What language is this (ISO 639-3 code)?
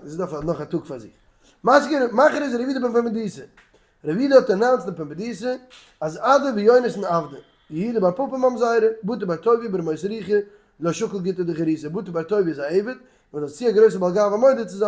yid